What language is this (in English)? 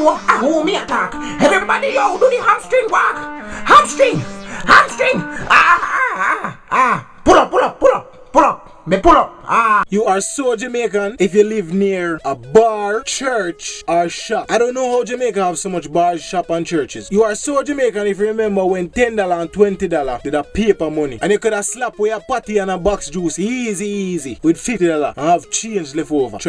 Jamaican Creole English